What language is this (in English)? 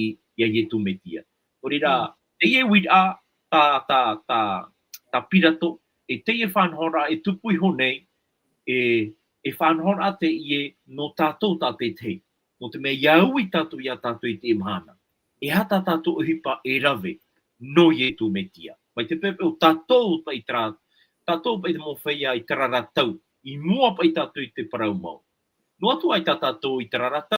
Tahitian